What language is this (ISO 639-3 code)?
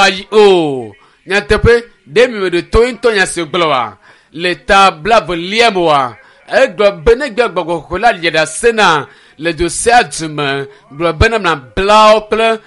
ewe